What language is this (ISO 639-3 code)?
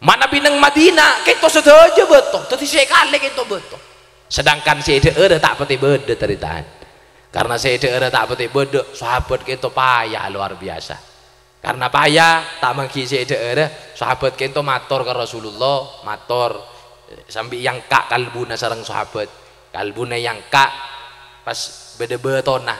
mad